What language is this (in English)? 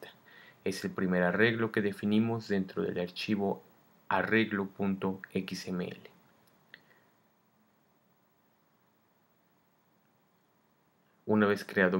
Spanish